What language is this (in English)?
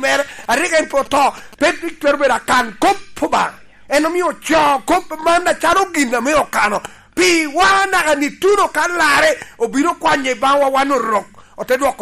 Lango (Uganda)